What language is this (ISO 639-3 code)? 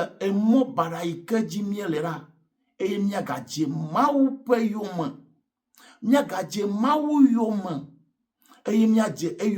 ewe